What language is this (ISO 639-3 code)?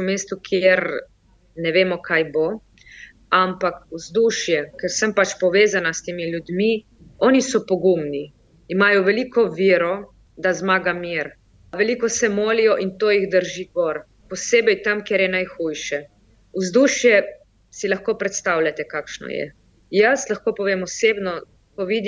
slv